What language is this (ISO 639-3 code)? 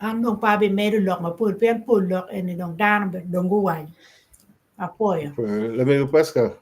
ach